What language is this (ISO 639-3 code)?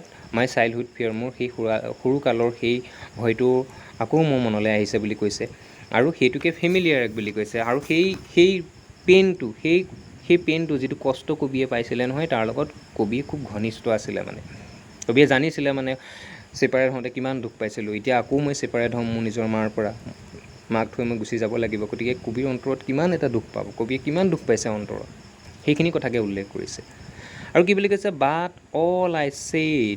asm